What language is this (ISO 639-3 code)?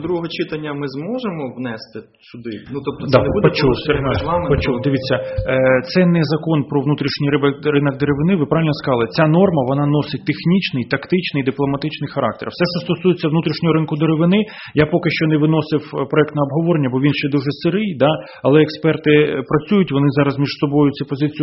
ukr